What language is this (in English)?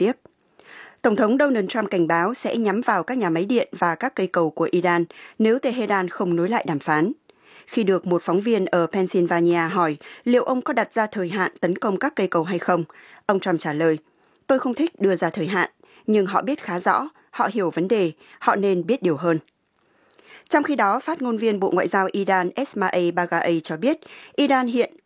Vietnamese